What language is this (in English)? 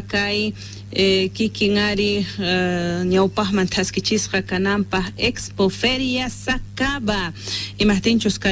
Quechua